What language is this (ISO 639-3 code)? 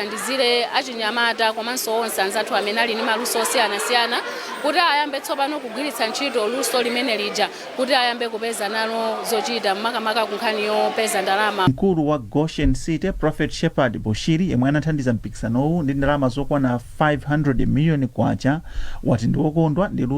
nya